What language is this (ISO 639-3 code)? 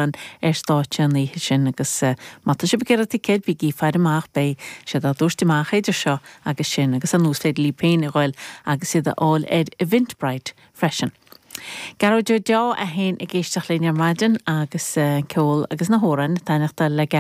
gle